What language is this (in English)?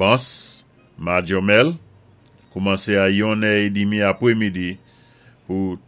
Saint Lucian Creole French